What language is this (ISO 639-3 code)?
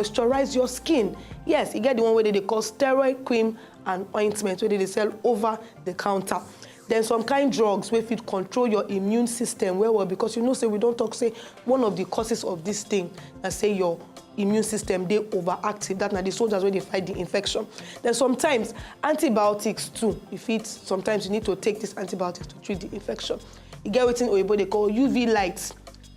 pcm